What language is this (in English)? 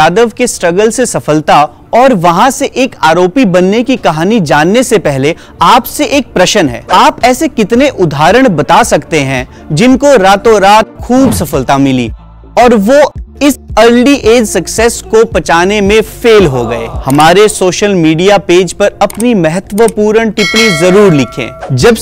Hindi